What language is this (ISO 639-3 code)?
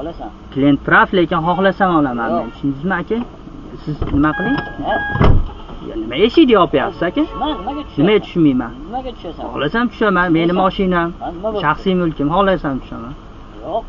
uzb